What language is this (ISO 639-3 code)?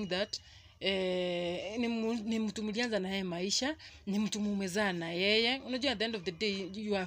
swa